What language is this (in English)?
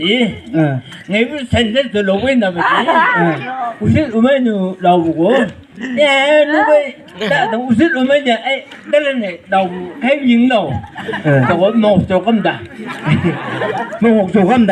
Chang Naga